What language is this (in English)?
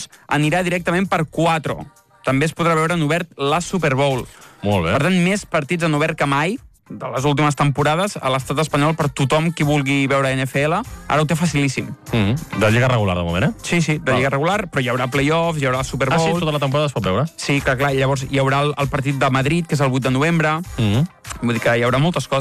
Catalan